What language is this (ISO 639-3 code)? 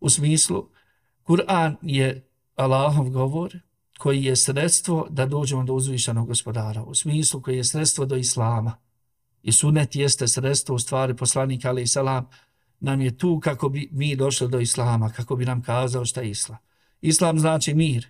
bos